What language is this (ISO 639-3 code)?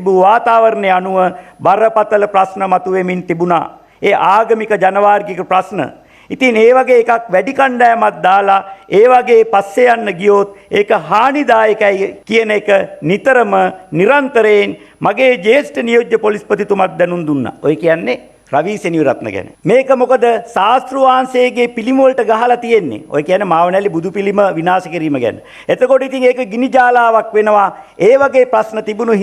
sin